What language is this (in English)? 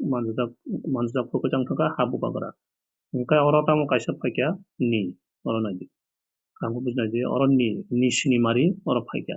Kok Borok